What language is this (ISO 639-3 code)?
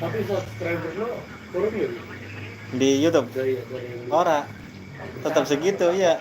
bew